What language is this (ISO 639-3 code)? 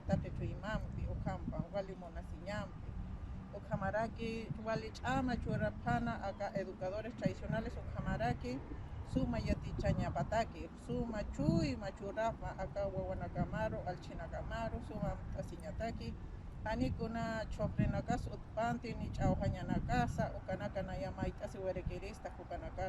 aym